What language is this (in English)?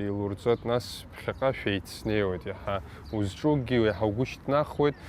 Abkhazian